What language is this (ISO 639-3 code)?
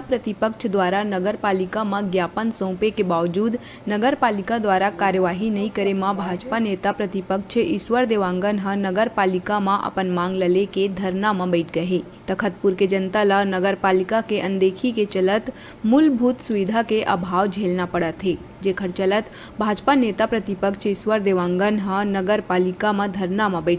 hne